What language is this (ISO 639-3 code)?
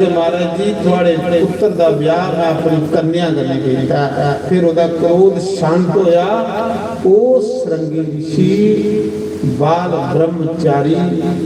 doi